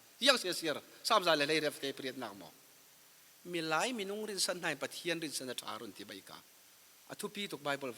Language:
Falam Chin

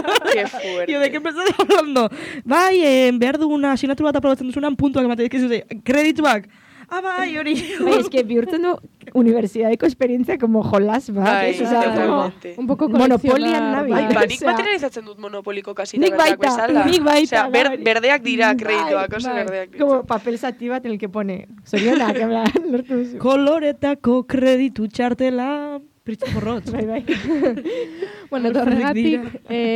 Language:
Basque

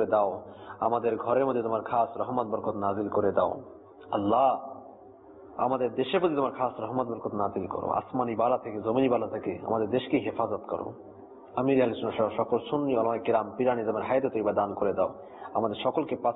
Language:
Bangla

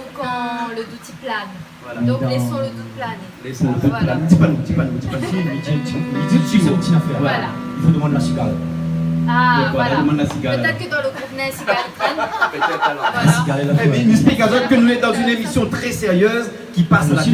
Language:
Réunion Creole French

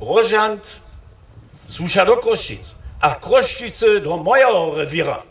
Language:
Upper Sorbian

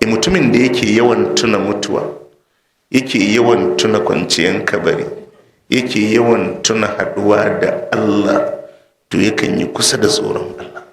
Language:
Hausa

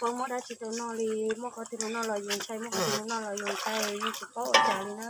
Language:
Hmong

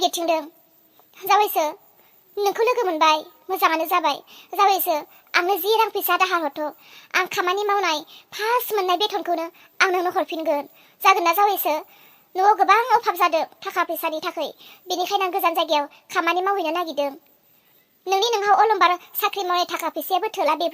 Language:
Bodo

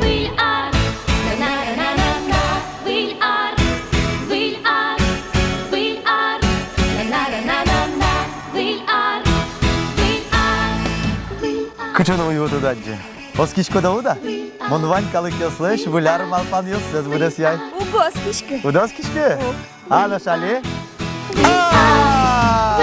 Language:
Udmurt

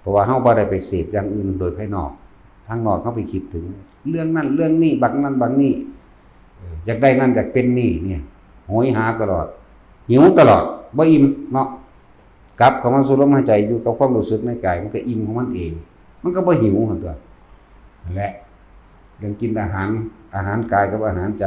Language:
Northeastern Thai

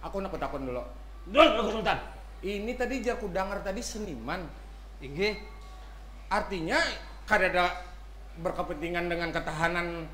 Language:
Banjar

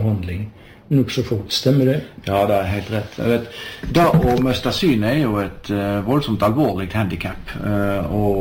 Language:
Norwegian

